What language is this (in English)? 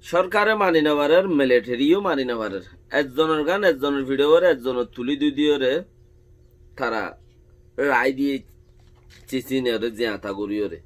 Rohingya